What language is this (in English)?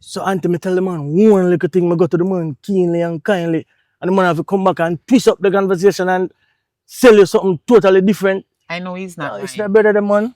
Jamaican Creole English